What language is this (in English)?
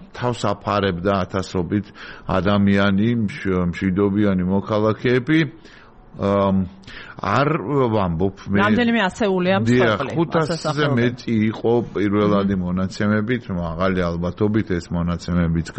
Georgian